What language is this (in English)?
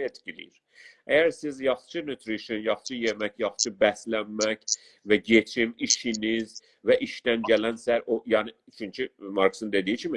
South Azerbaijani